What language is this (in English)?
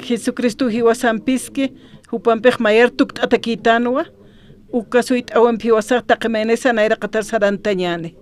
Aymara